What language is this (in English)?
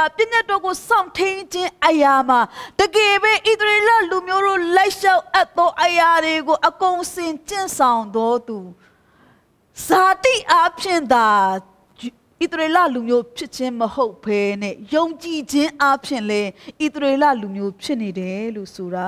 Burmese